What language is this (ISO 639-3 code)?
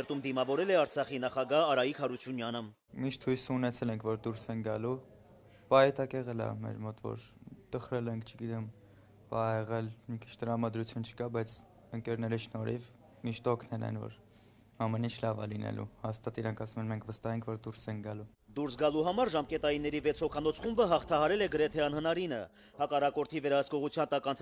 hye